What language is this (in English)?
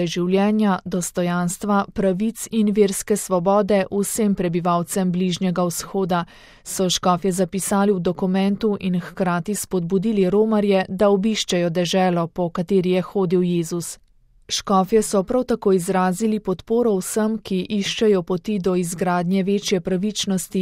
Slovenian